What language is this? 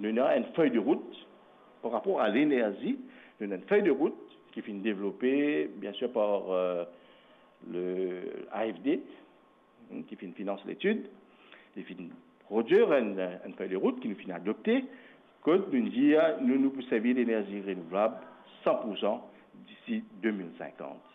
Morisyen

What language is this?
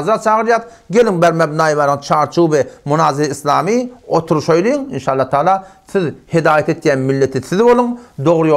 Turkmen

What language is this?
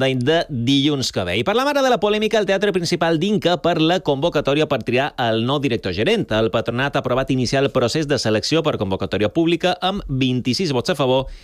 Catalan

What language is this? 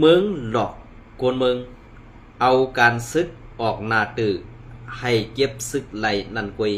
Shan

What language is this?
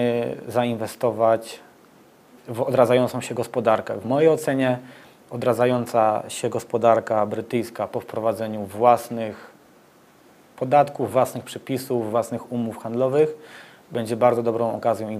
Polish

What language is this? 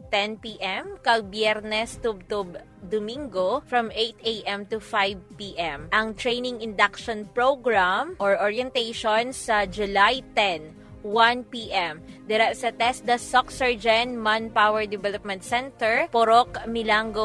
Hiligaynon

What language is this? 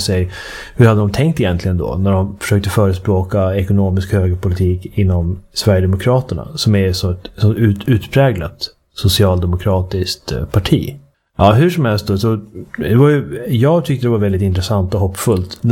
Swedish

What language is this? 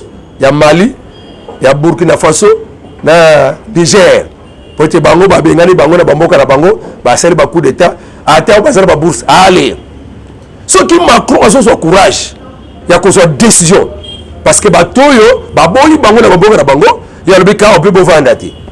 Lingala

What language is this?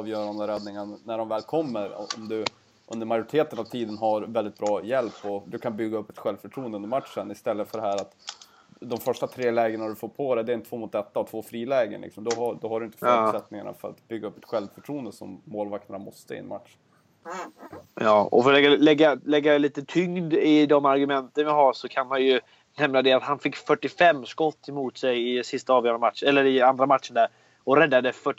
Swedish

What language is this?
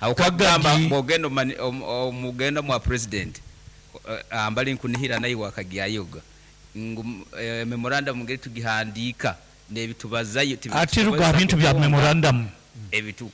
Nyankole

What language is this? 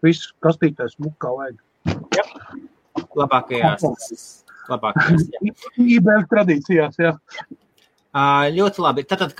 Latvian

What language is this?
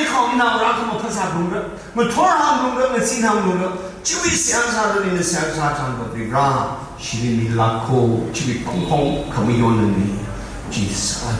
Tangkhul Naga (India)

